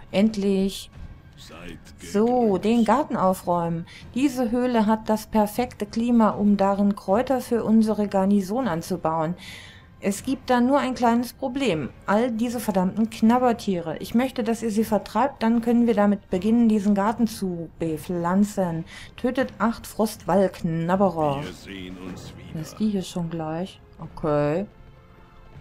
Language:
German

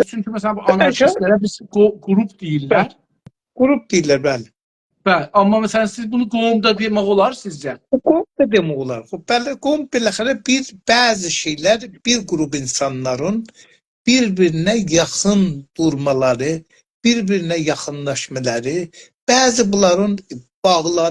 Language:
South Azerbaijani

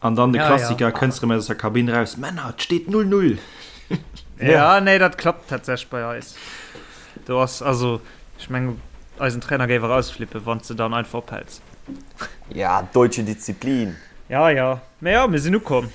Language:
Luxembourgish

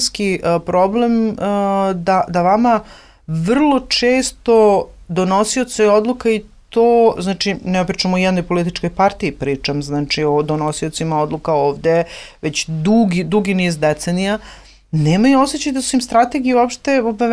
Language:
Serbian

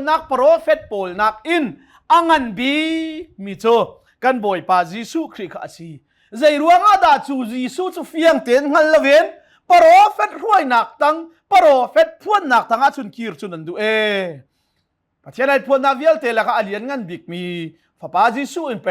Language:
Hakha Chin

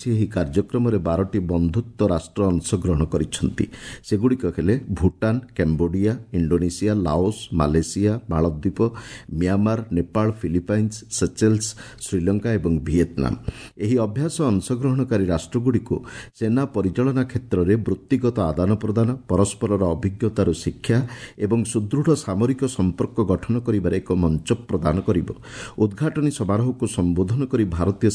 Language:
Odia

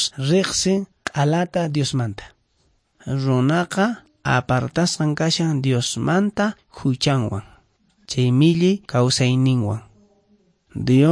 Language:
Quechua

